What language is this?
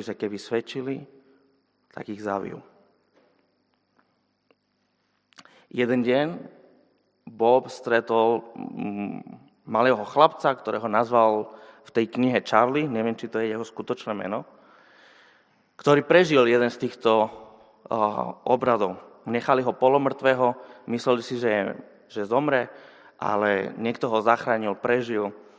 Slovak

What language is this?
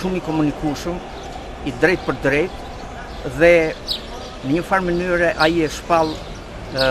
Albanian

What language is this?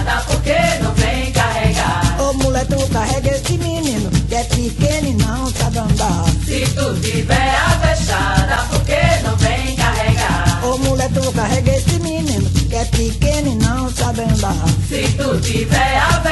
Portuguese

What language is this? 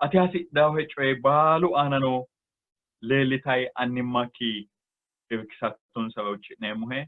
Sidamo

